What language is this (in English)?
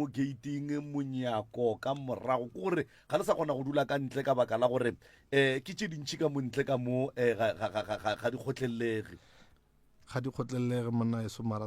Northern Sotho